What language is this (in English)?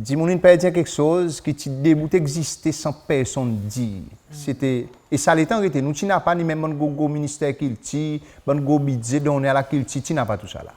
Seselwa Creole French